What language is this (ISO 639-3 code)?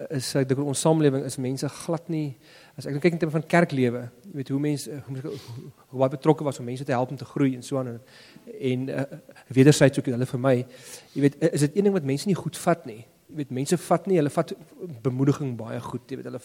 afr